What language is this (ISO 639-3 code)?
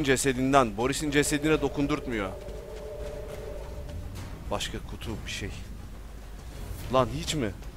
tur